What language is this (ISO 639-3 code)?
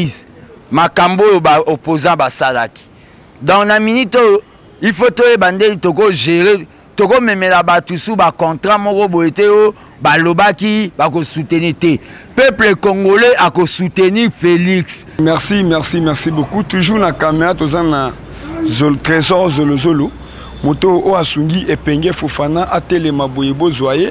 lin